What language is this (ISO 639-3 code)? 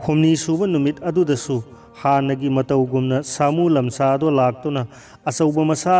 mni